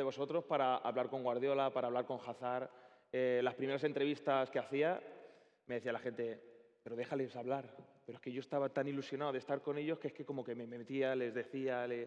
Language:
Spanish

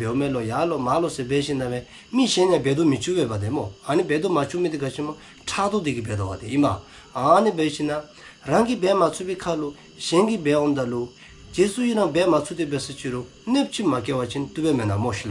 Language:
Dzongkha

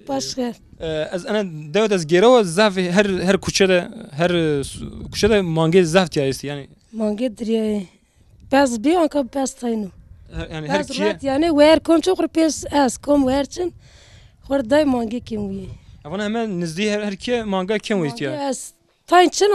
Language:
Zaza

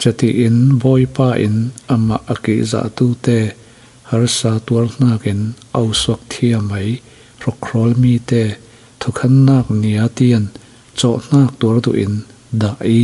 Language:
Falam Chin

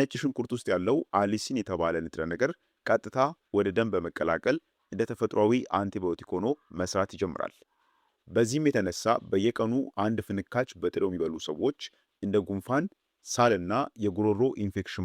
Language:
Amharic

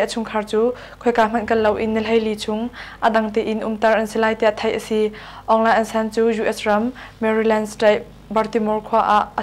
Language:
Hakha Chin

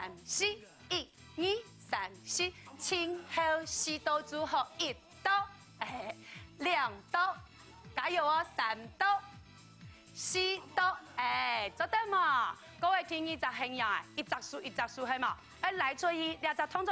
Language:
Hakka Chinese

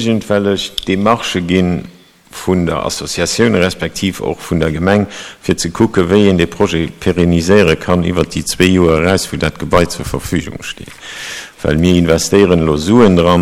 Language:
Luxembourgish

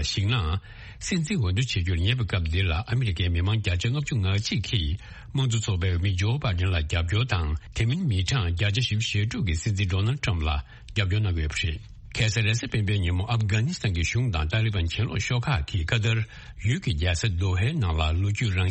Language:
Tibetan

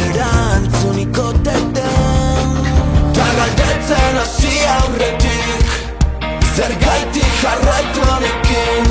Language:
Basque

